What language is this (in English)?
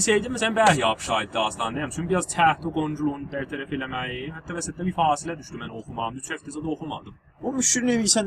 South Azerbaijani